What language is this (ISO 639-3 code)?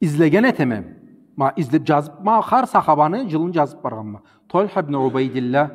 krc